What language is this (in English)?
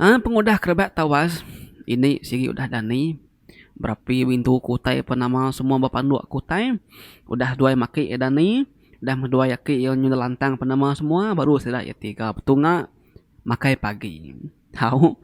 Iban